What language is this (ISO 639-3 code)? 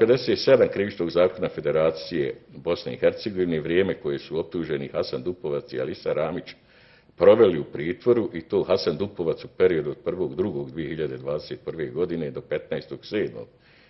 bos